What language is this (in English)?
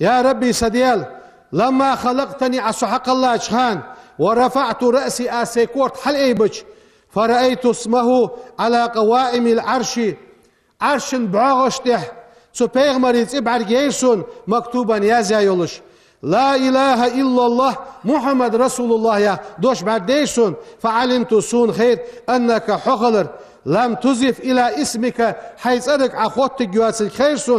Ingush